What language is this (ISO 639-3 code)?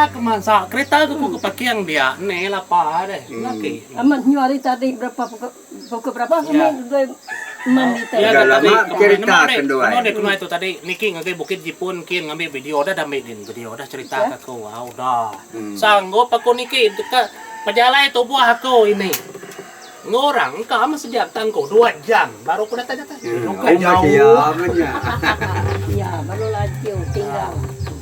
iba